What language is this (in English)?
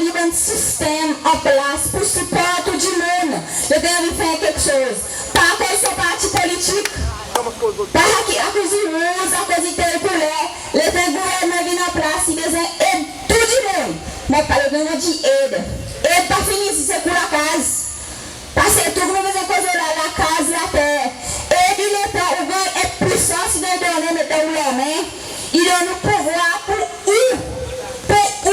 Seselwa Creole French